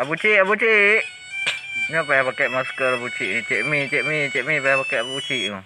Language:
Achinese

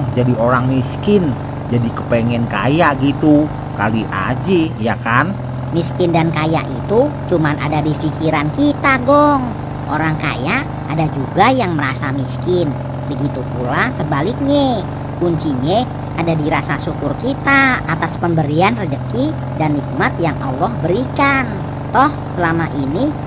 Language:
Betawi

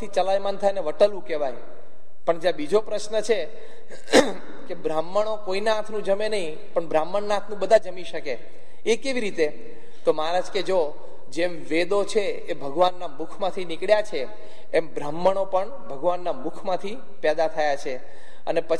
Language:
Gujarati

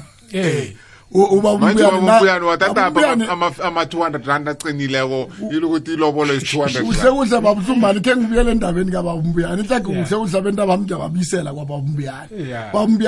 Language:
South Ndebele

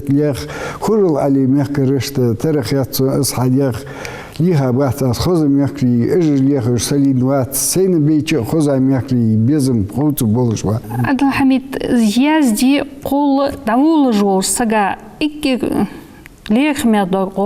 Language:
Ingush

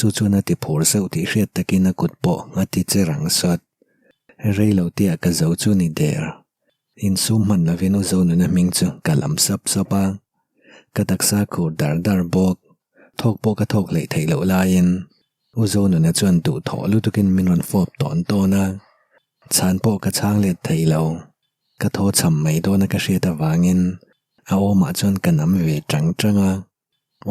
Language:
Mizo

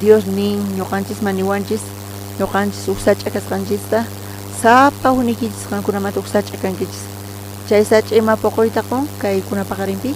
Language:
South Bolivian Quechua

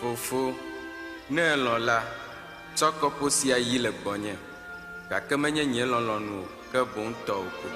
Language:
Ewe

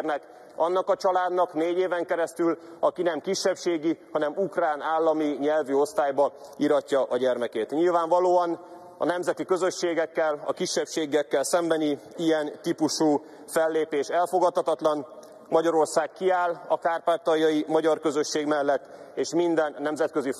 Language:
Hungarian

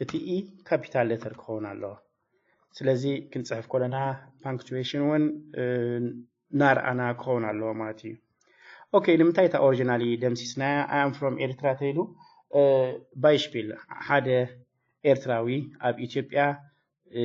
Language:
Tigrinya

